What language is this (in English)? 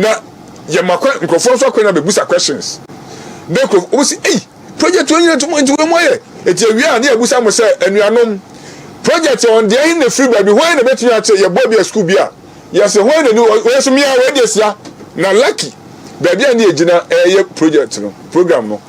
Akan